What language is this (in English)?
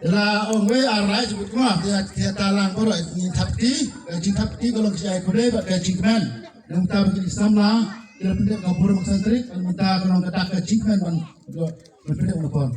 Khasi